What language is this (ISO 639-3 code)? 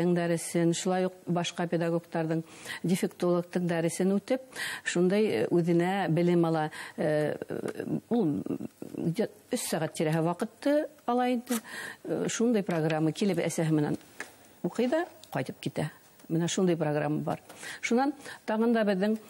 bak